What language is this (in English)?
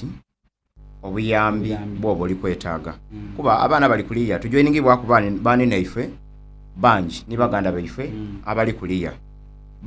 Soga